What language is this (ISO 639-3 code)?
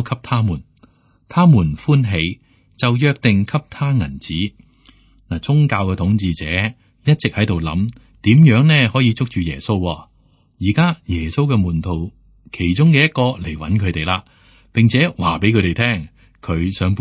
yue